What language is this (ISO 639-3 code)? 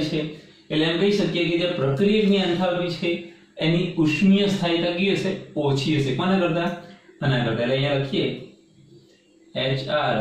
guj